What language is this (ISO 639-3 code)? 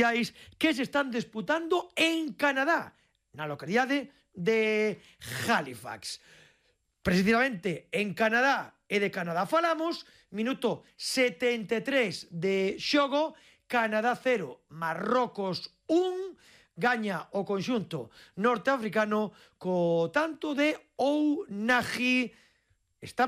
glg